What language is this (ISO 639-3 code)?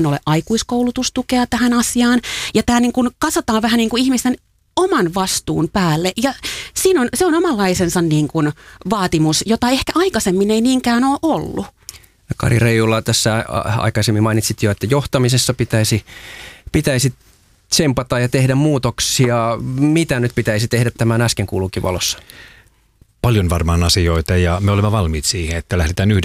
fin